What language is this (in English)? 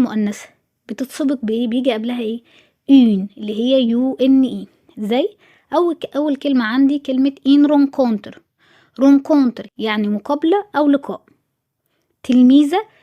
Egyptian Arabic